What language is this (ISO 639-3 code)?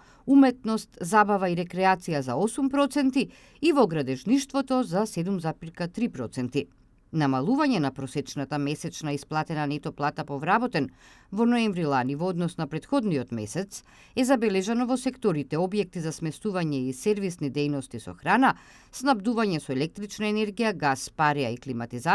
mkd